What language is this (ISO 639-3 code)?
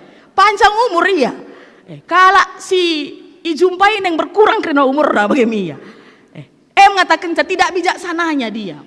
btx